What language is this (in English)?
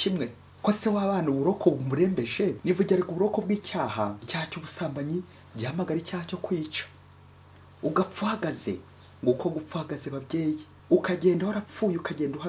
Kinyarwanda